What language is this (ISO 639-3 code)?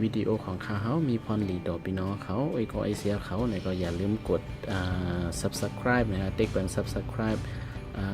shn